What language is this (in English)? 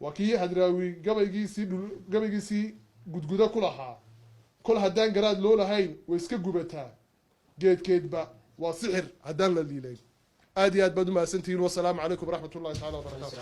Somali